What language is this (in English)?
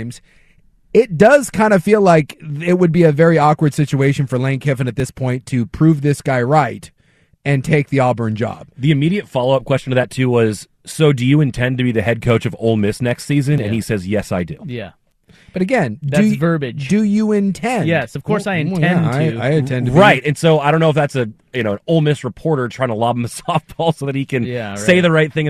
English